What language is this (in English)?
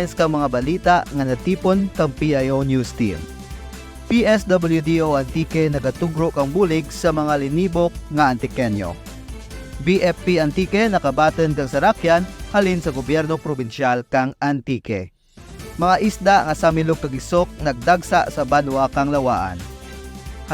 Kinaray-a